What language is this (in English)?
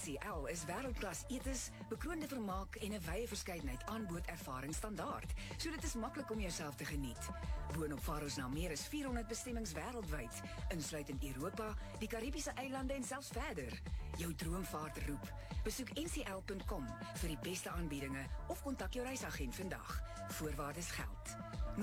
Afrikaans